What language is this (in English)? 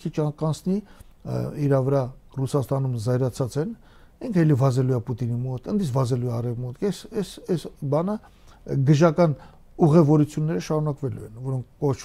Armenian